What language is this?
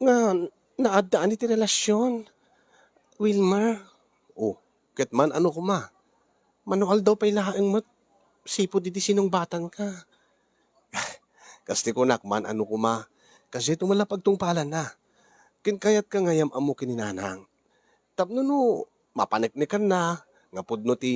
Iloko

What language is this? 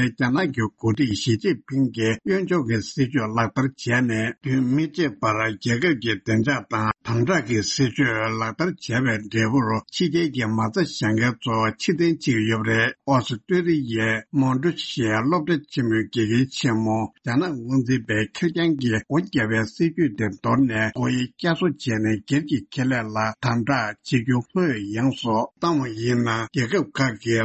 Tibetan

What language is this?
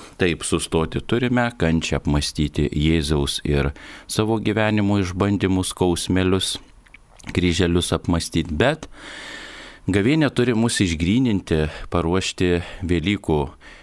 Lithuanian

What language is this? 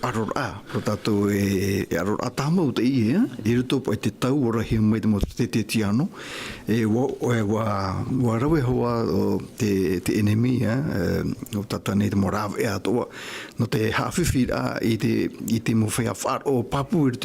Tahitian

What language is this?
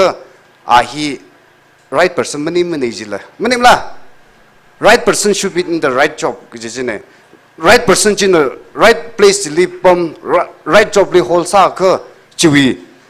Tangkhul Naga (India)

